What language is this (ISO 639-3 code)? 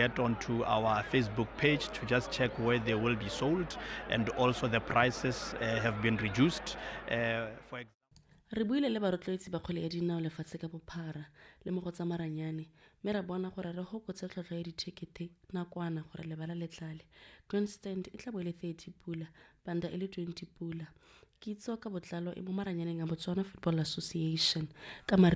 tsn